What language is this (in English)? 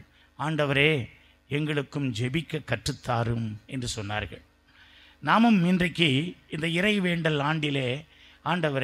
Tamil